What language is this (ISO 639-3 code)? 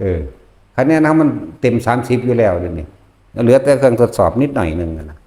tts